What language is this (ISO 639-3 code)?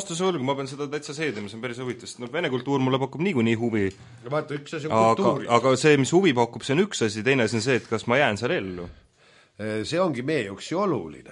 est